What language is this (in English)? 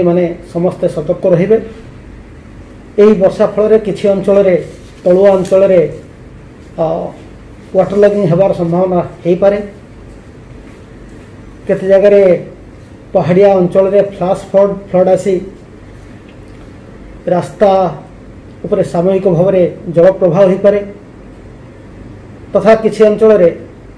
Odia